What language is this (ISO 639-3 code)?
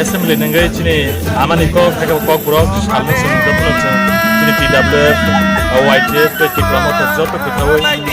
trp